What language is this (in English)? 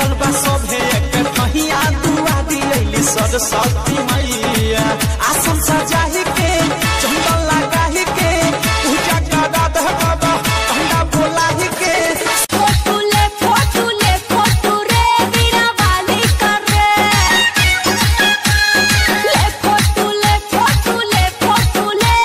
Bhojpuri